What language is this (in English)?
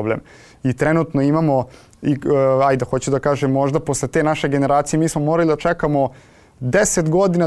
Serbian